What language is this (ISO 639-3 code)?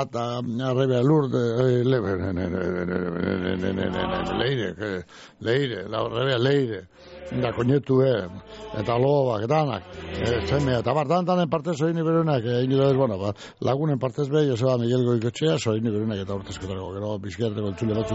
eus